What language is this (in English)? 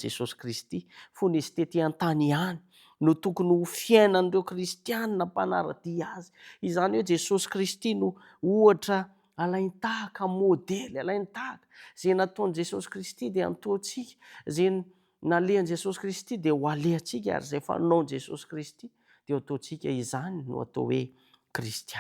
Malagasy